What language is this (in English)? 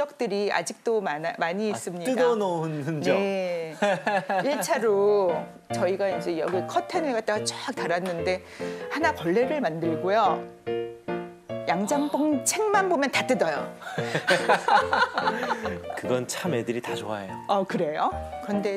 Korean